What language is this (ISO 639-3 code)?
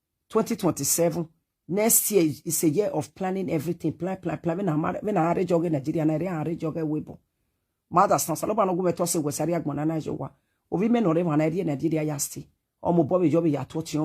pcm